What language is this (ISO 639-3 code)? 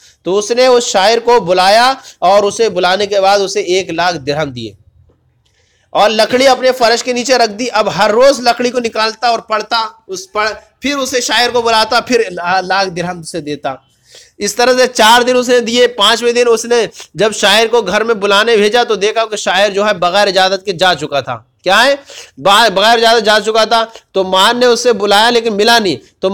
urd